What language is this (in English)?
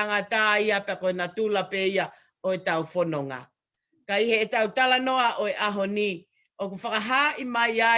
Tongan